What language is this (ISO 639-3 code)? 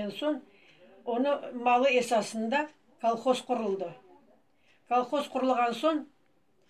crh